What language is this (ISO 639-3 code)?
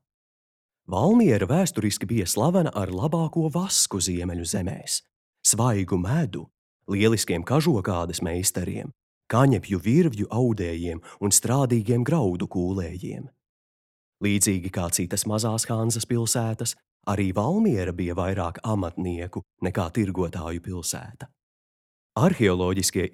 lav